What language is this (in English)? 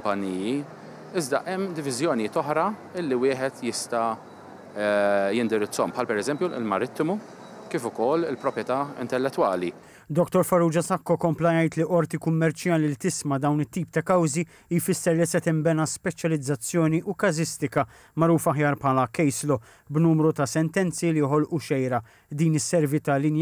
Maltese